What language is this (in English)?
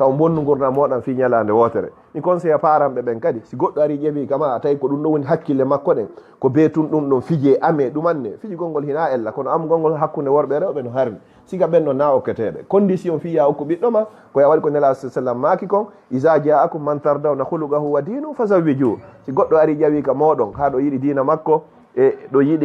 Fula